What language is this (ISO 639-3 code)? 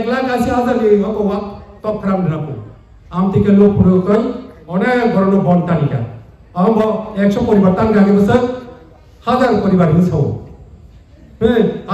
trp